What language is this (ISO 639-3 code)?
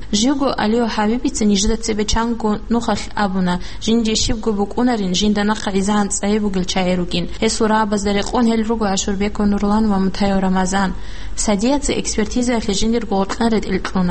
ava